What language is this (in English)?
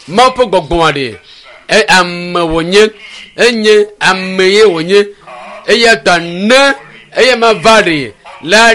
Ewe